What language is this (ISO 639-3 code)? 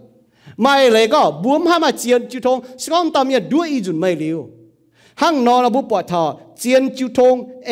ium